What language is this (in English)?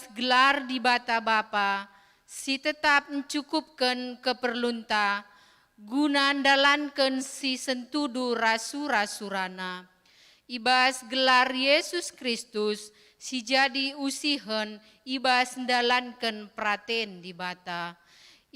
Batak Karo